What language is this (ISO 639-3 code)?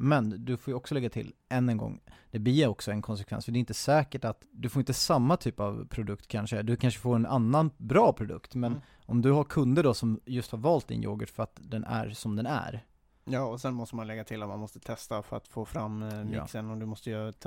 swe